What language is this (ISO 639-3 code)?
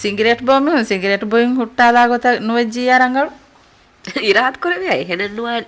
div